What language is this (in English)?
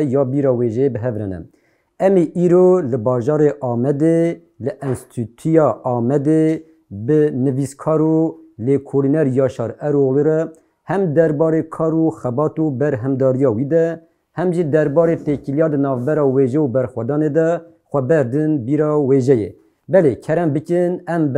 Kurdish